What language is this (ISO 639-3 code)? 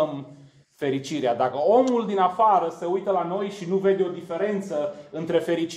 ron